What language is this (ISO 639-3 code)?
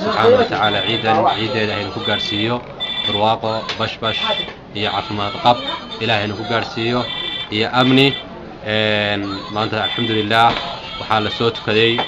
som